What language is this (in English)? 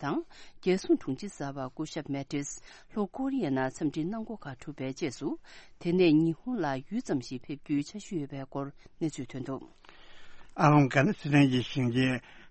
Tibetan